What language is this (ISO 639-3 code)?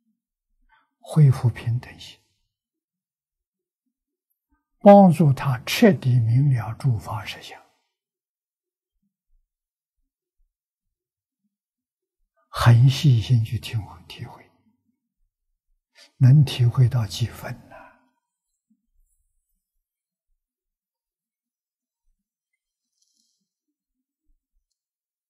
zho